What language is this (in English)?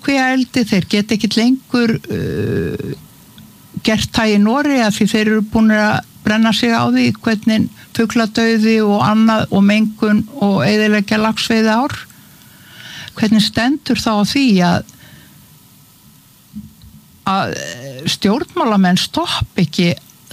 Icelandic